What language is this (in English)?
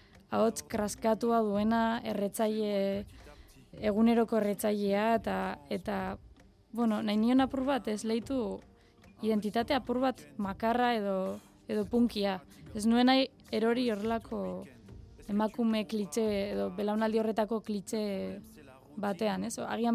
Basque